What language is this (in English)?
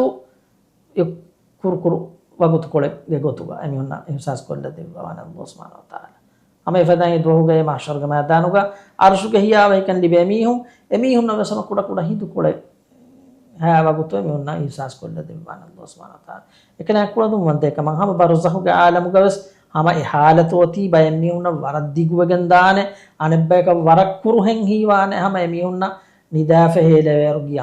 Divehi